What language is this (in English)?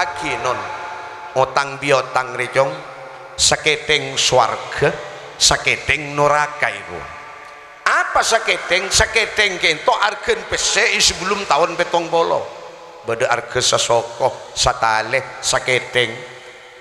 Madurese